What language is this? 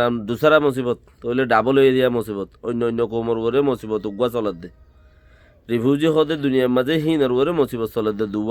Rohingya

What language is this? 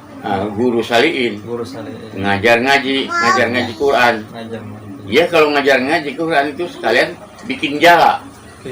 Betawi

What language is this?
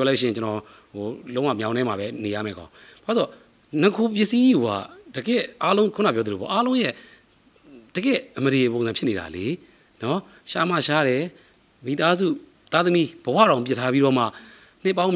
Burmese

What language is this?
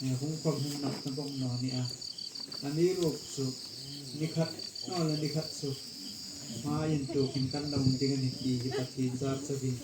Hmar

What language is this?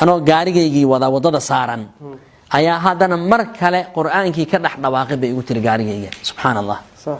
Somali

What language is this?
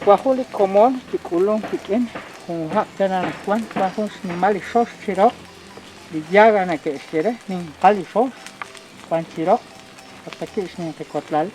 Kekchí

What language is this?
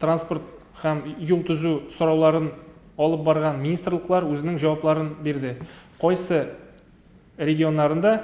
Tatar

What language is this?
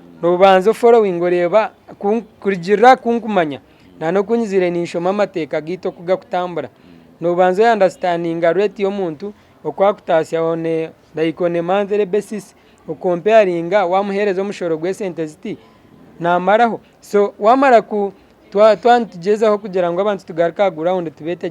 Nyankole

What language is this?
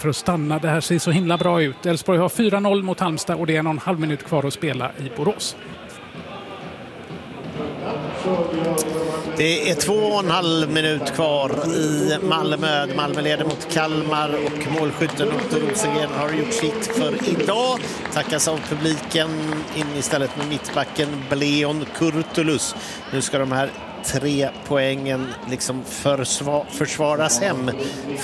Swedish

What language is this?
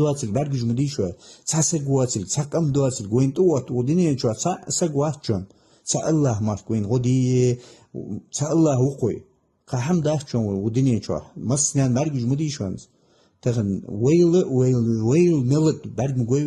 Ingush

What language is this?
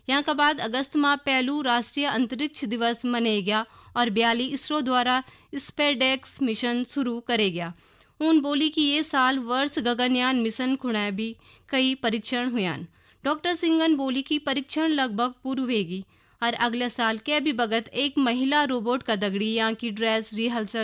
Garhwali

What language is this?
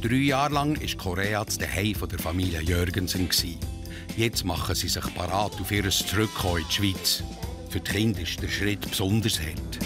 Swiss German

